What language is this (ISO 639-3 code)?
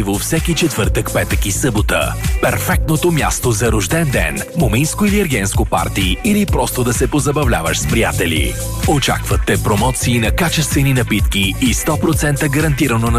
bul